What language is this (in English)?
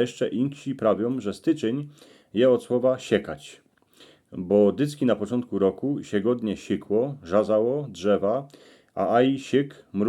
Silesian